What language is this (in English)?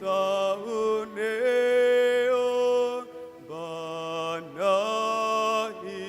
Tetum